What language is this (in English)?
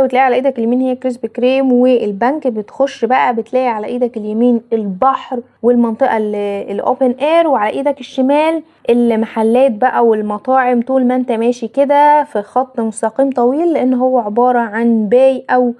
Egyptian Arabic